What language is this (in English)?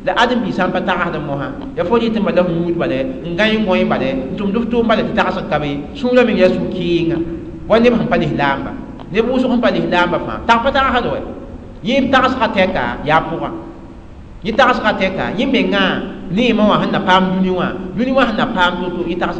Mossi